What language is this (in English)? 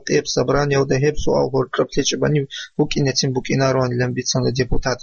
Avaric